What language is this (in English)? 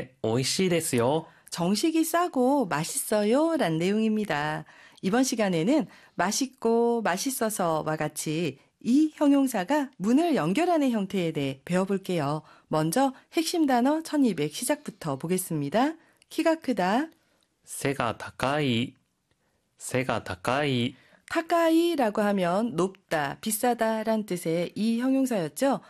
Korean